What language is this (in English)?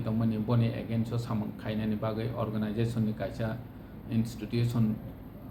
Kok Borok